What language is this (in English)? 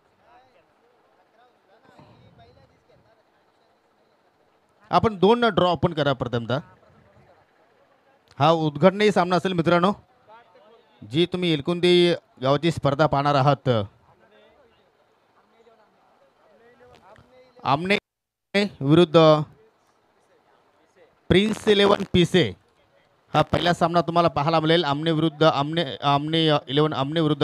Marathi